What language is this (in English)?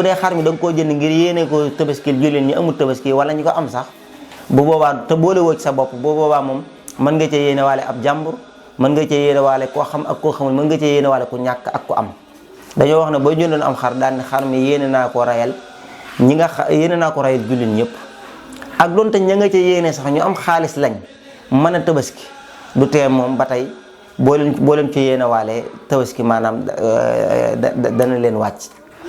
Wolof